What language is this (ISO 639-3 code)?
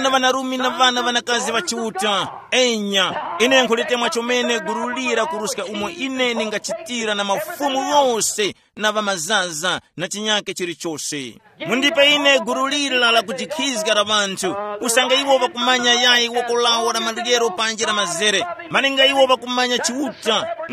tum